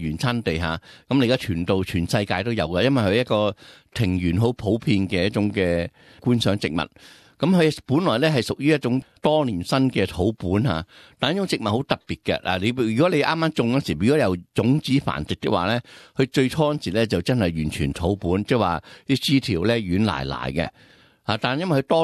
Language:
Cantonese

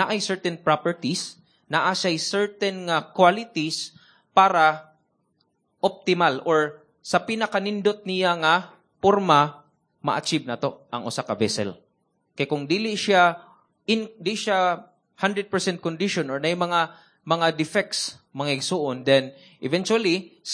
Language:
Cebuano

